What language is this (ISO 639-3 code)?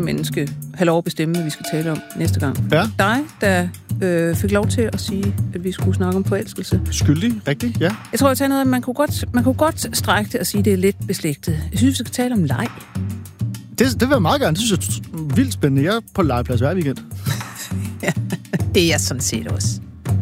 dan